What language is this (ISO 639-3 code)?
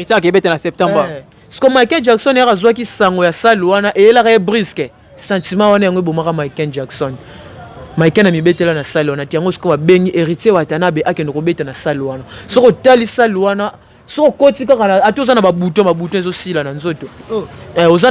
lin